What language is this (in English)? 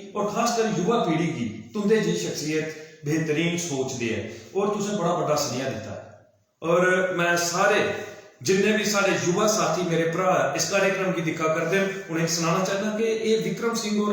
Dogri